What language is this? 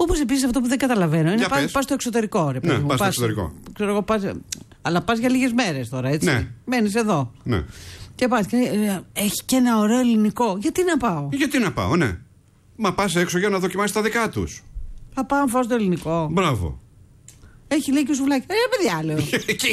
Greek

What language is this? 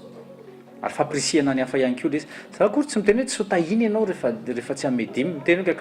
Malagasy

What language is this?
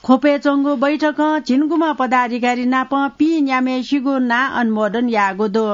Newari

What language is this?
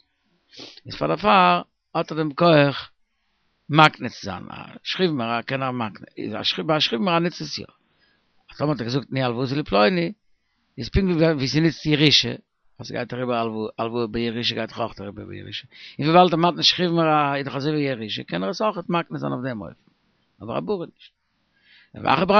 Yiddish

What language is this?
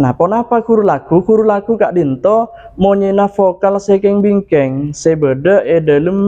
Madurese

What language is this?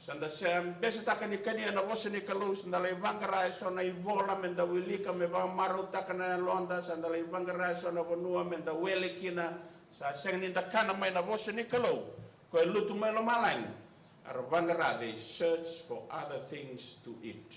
Fijian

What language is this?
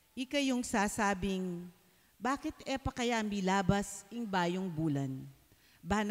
Pampanga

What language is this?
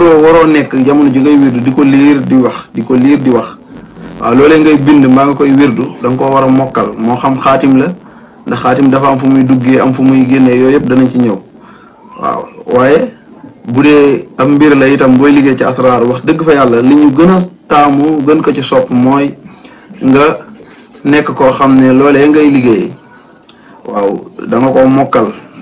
Wolof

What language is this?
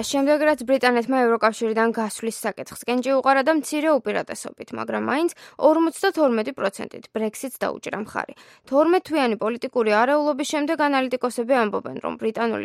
Georgian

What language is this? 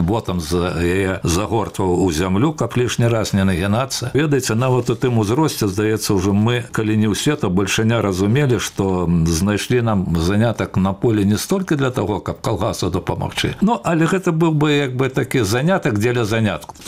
Belarusian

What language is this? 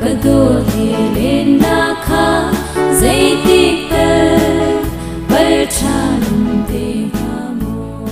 Hakha Chin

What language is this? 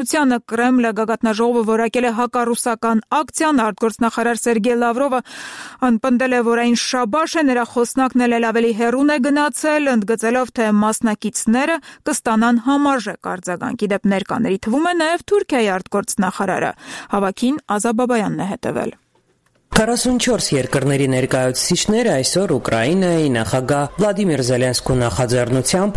Armenian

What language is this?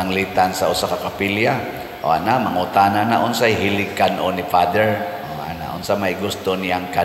Cebuano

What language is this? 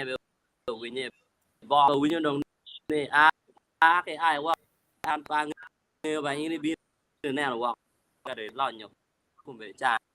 Acoli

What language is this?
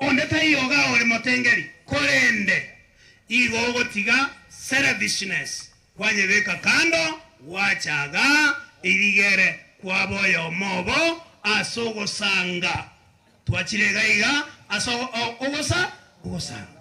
Gusii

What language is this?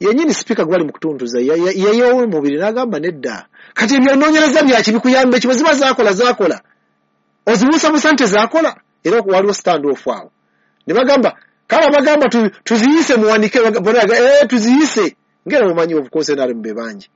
Ganda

